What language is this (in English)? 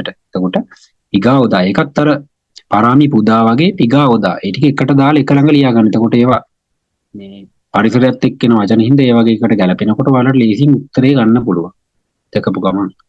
Sinhala